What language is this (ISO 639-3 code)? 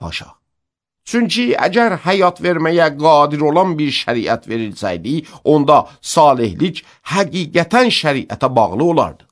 aze